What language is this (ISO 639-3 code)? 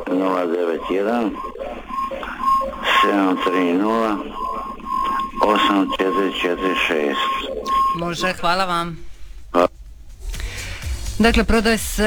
hrv